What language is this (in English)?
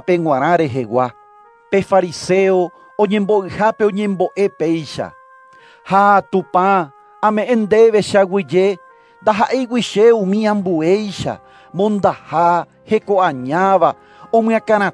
Guarani